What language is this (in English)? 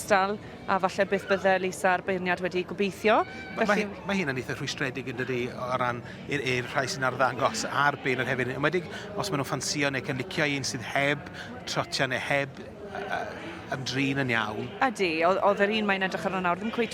Welsh